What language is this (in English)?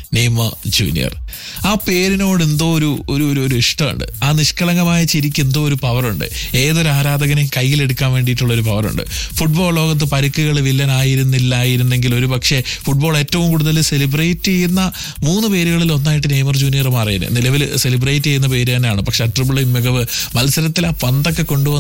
Malayalam